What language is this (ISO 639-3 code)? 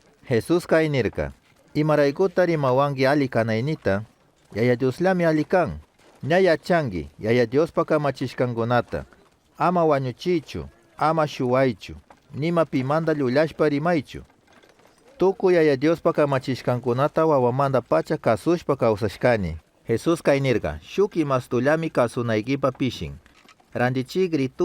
qug